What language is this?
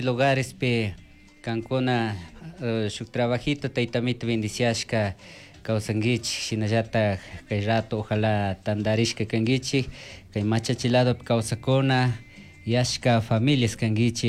Chimborazo Highland Quichua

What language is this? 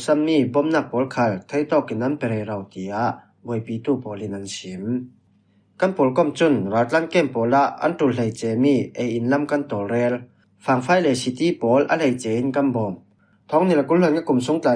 Falam Chin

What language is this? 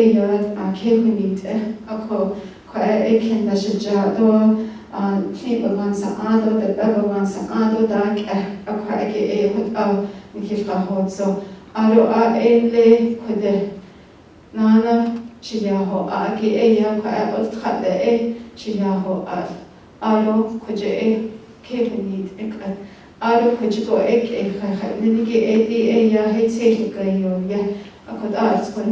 Navajo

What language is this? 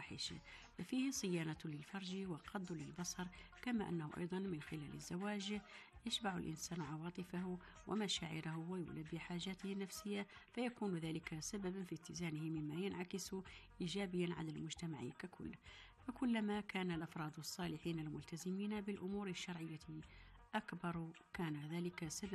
Arabic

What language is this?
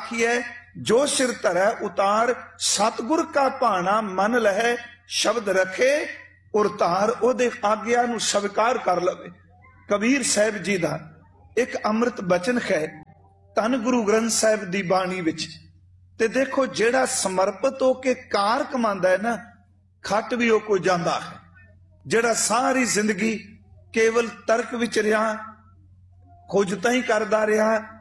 Punjabi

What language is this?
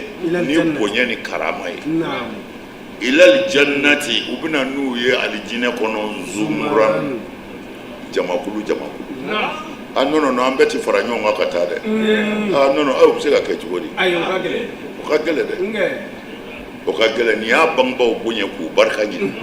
Bambara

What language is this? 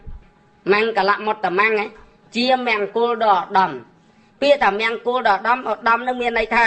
Khmer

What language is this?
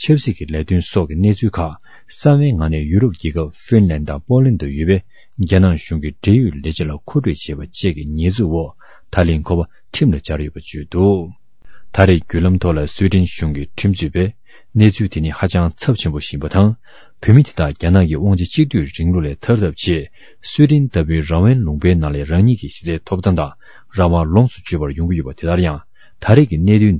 Tibetan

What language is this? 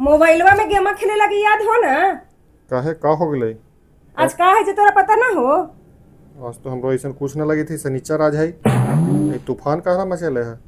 Magahi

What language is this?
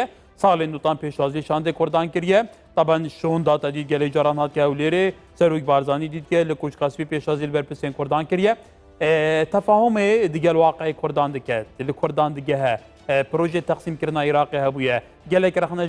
Kurdish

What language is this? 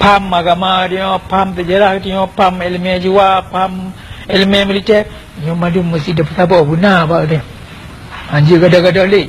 Achinese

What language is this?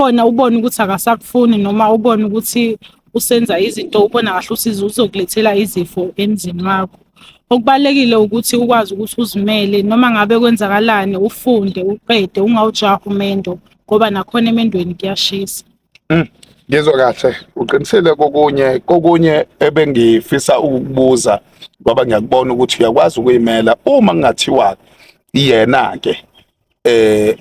Zulu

